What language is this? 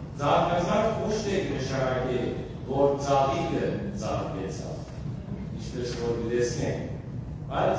Western Armenian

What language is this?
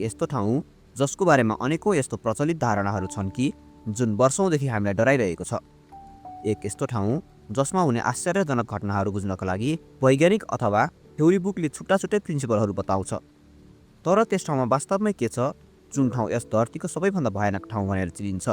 Nepali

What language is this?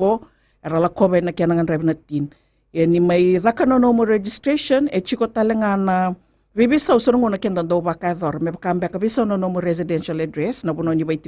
Fijian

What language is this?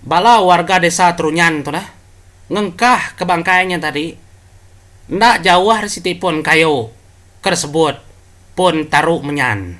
Iban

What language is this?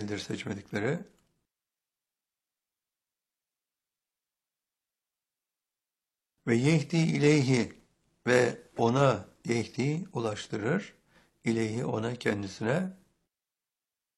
Turkish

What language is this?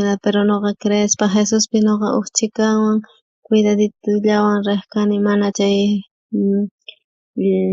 South Bolivian Quechua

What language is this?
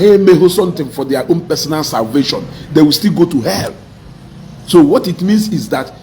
Igbo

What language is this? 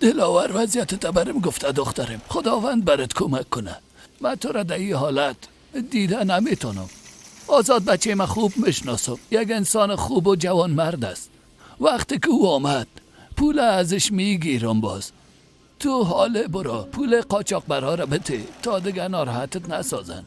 Persian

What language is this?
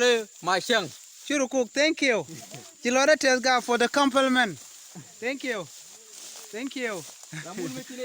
Nuer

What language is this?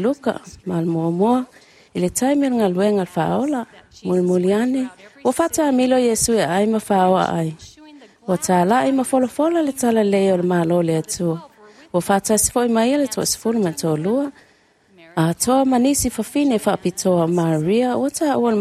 Samoan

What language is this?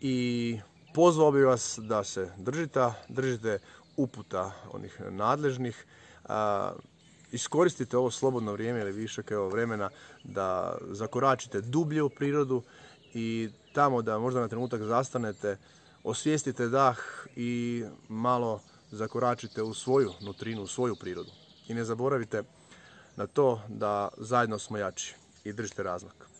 Croatian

